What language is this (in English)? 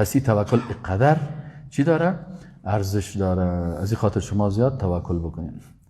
Persian